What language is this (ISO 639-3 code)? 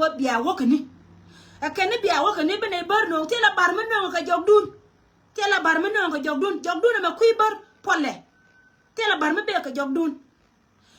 nus